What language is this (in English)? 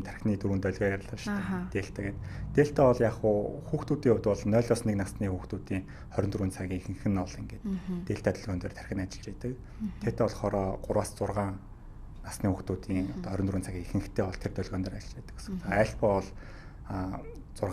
Mongolian